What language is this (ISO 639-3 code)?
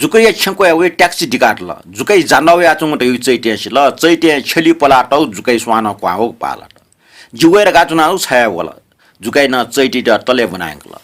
new